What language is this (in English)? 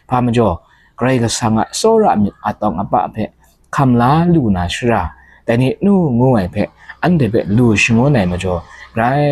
Kachin